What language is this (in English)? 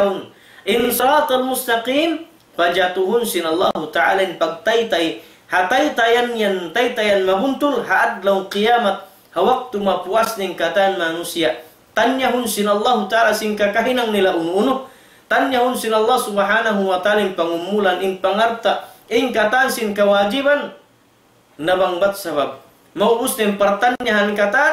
Tausug